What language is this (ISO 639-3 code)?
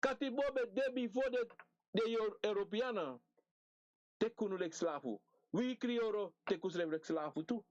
srn